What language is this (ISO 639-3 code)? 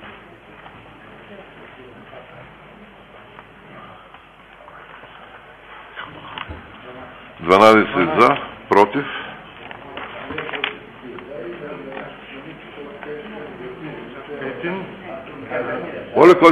bul